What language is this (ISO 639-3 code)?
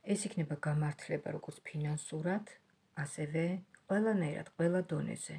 kat